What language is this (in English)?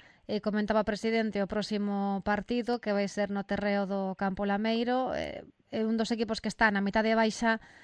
Galician